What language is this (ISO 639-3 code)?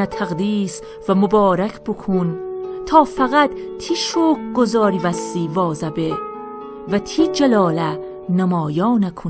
glk